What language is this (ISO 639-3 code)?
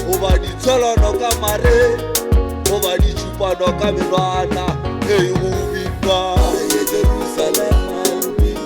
nso